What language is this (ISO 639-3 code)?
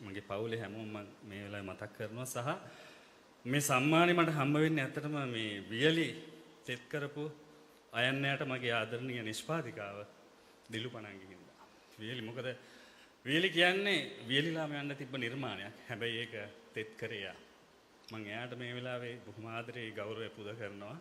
sin